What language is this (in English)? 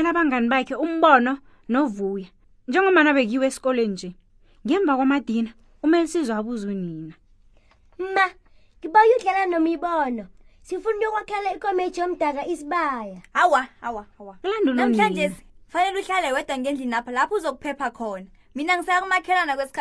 South Ndebele